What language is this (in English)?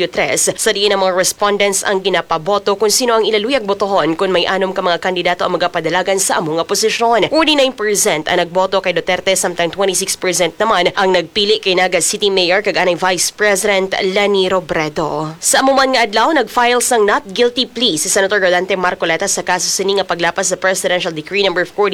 Hiligaynon